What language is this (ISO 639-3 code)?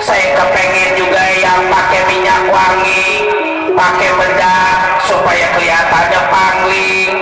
bew